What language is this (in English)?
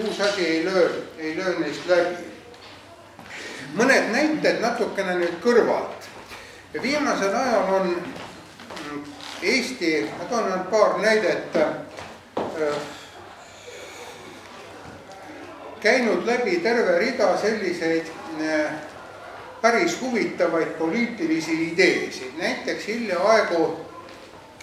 Estonian